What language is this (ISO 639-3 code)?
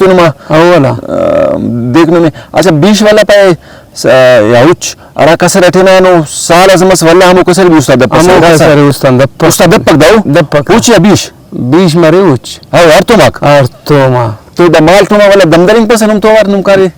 brh